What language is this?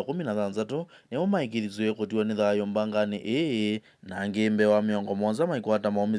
Kamba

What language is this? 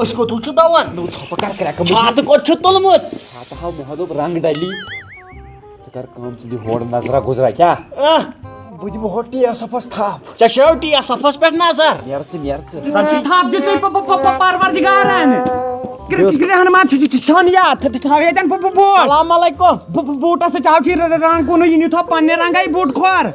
Kashmiri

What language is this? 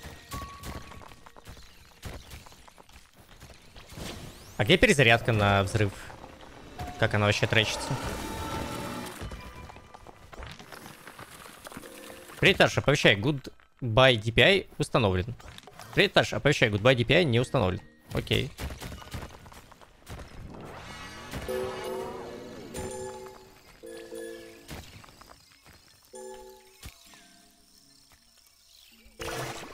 Russian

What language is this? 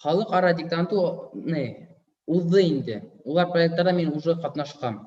Bashkir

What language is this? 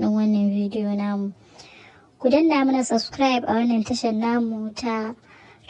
Hausa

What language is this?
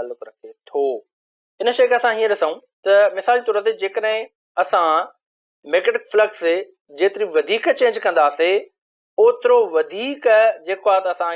Sindhi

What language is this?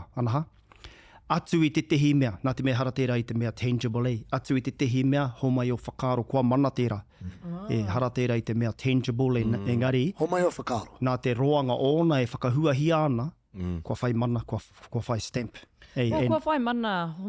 Māori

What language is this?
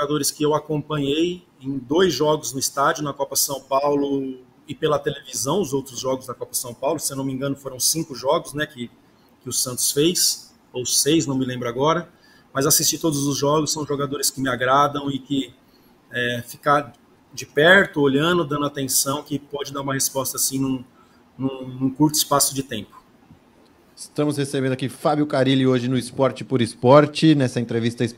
Portuguese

